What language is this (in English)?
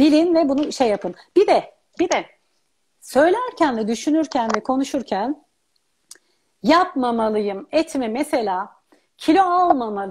Turkish